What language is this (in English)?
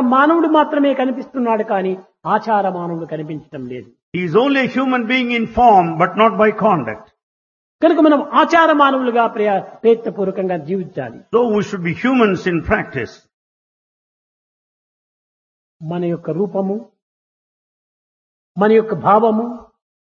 Telugu